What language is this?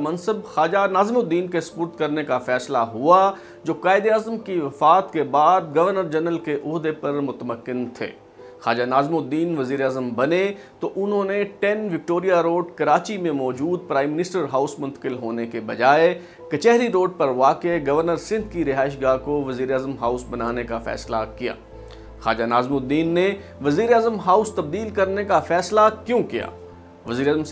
Urdu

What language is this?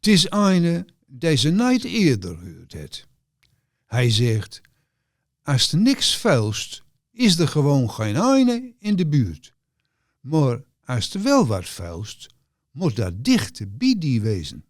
Gronings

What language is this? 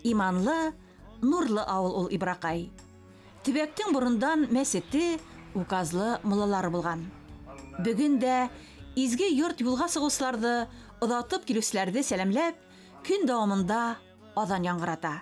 Bashkir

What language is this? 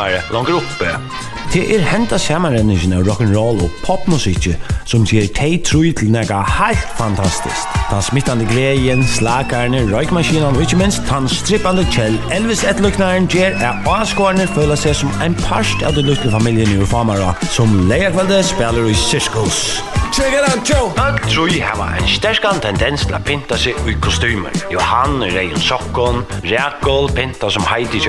Faroese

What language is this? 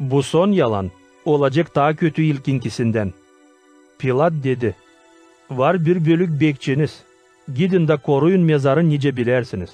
Gagauz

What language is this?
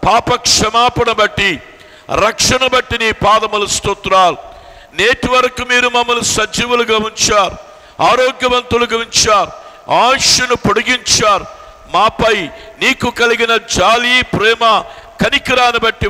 Telugu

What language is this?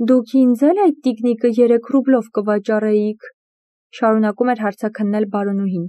Armenian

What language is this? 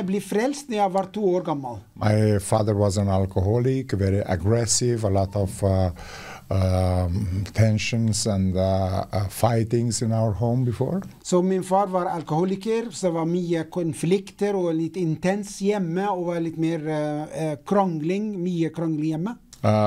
Norwegian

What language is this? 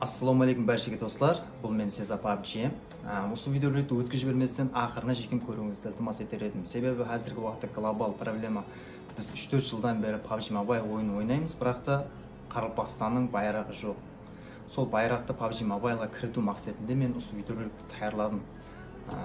Kara-Kalpak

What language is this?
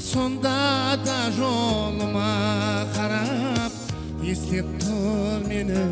Kara-Kalpak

